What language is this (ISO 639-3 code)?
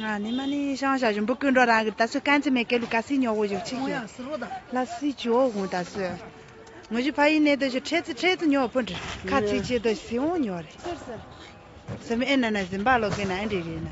bod